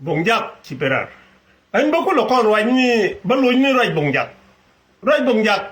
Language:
Nuer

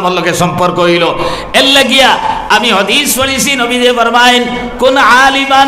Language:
Sylheti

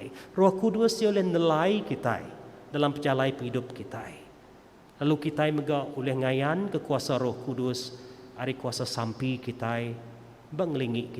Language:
Iban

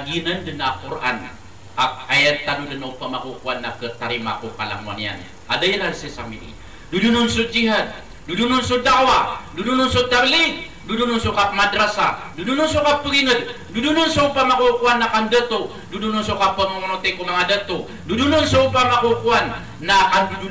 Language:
Maranao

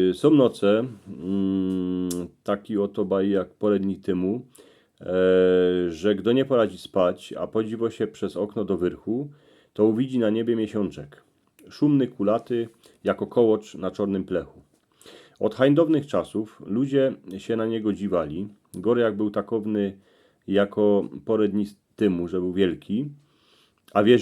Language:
Silesian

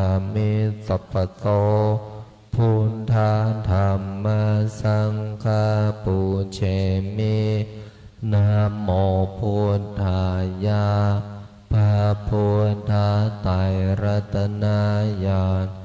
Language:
Pali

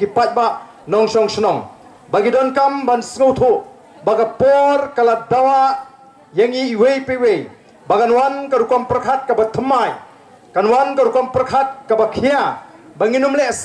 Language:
Khasi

